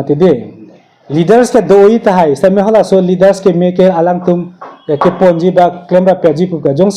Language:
Karbi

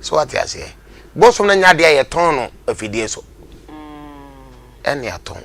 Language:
Akan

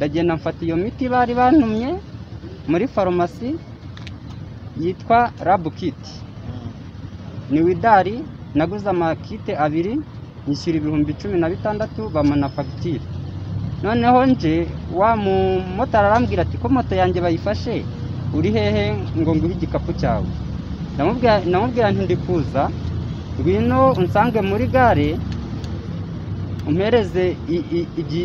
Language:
Kinyarwanda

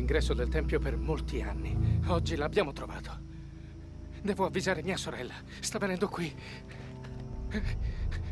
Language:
Italian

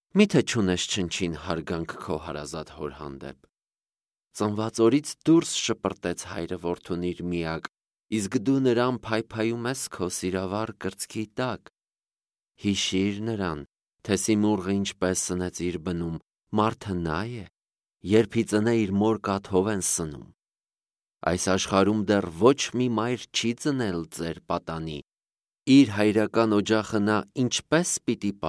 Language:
Armenian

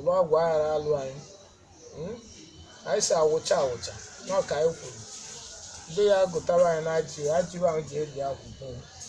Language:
Igbo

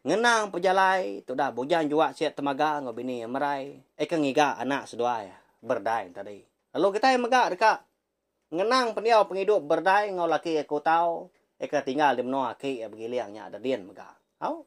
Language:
Iban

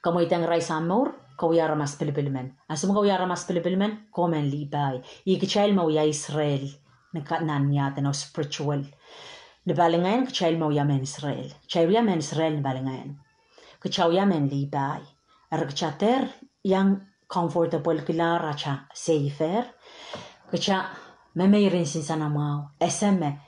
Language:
Pohnpeian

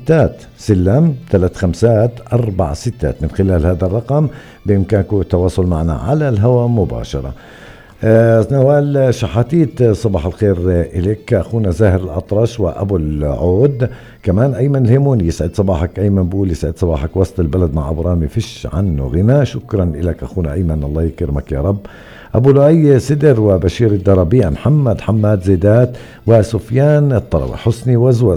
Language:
North Levantine Arabic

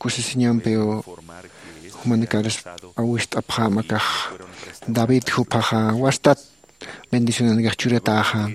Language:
Aymara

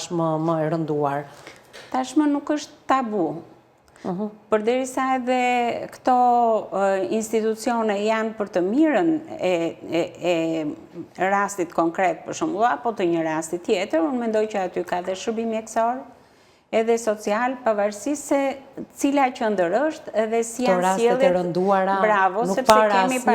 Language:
Albanian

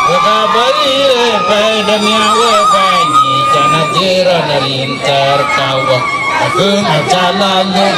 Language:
Dinka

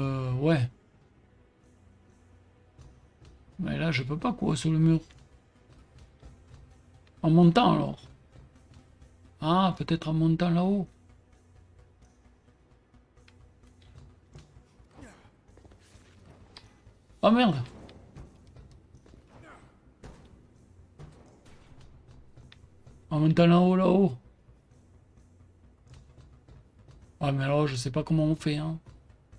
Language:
French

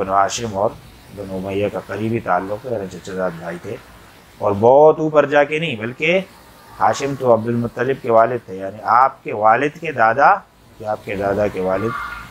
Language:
Urdu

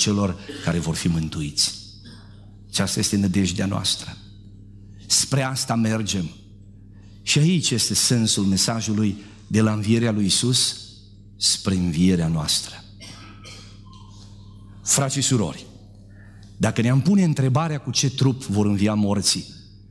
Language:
Romanian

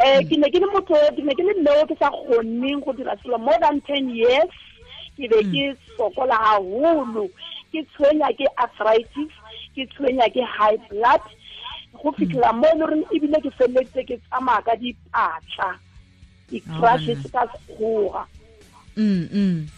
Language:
Tswana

